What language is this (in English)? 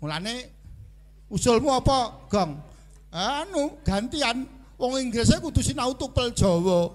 Javanese